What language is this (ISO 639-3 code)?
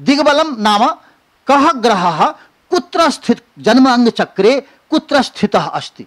san